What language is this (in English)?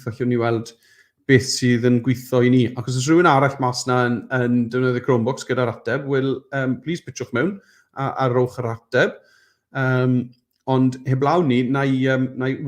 Welsh